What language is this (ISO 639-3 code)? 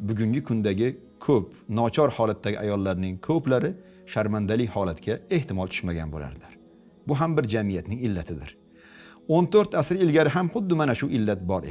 uzb